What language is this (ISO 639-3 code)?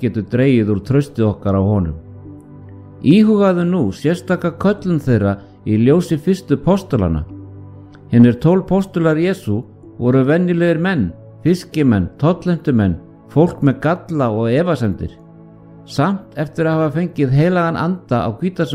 isl